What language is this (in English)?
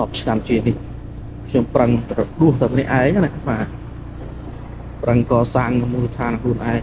Khmer